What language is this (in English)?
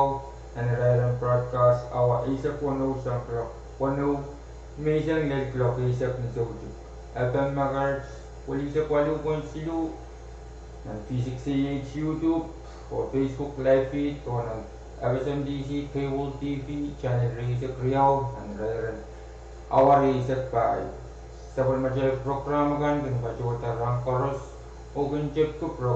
Pohnpeian